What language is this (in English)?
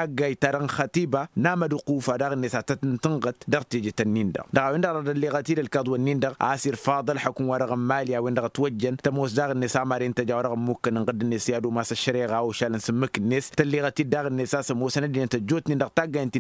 Tamasheq